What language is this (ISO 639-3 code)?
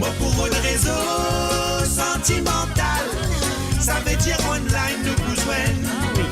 mfe